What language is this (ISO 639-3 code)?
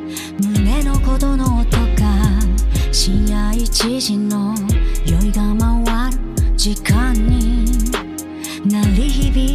jpn